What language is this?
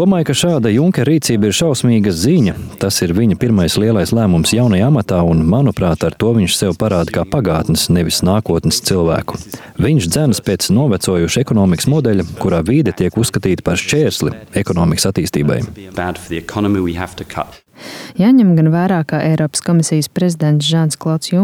Latvian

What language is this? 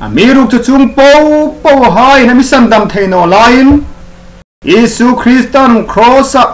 Hmar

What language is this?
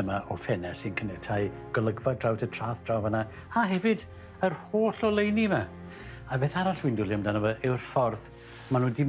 Welsh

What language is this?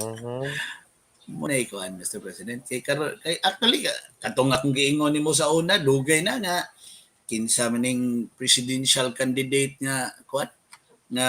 Cebuano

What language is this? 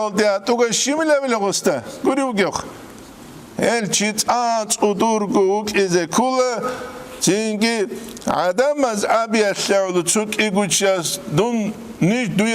Avaric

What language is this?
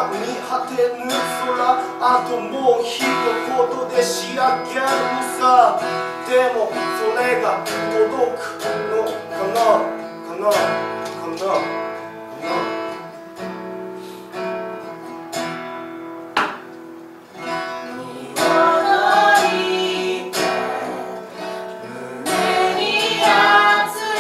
Japanese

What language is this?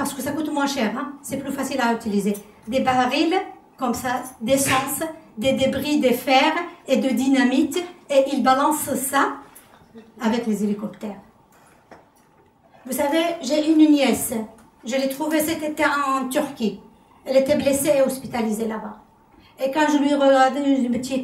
French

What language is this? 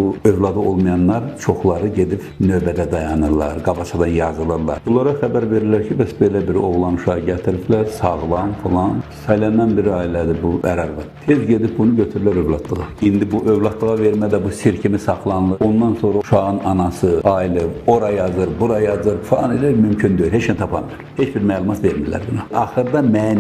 Azerbaijani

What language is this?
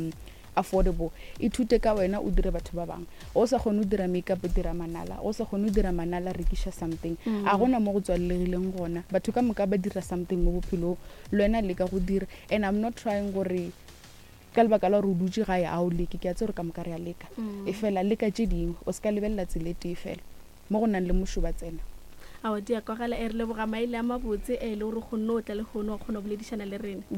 Northern Sotho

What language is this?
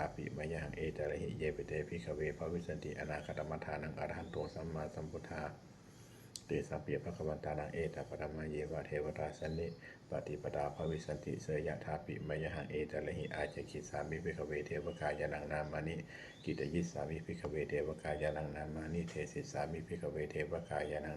Pali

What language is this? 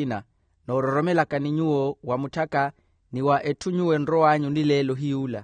Makhuwa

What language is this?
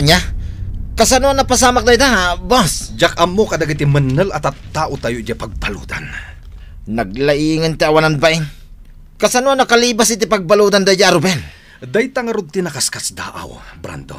Iloko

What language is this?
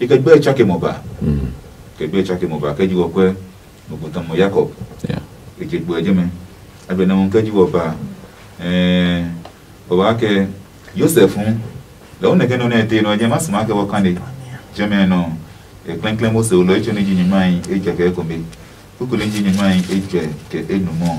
Adangme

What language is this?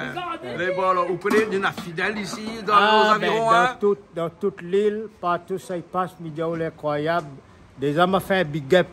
Réunion Creole French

